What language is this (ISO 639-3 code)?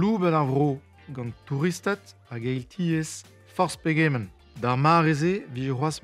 bre